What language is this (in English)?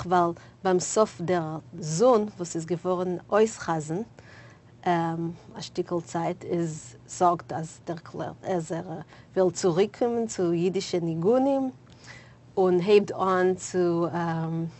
Yiddish